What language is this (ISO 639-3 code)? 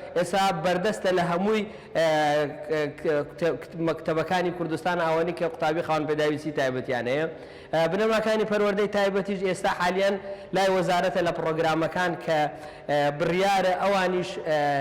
ckb